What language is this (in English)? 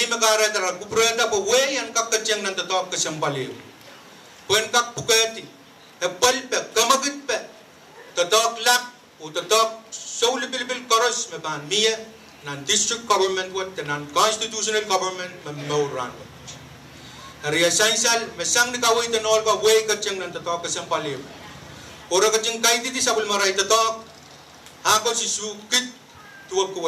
Pohnpeian